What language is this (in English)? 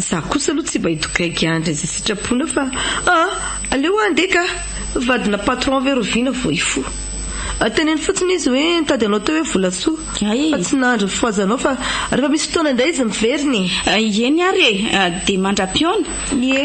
Malagasy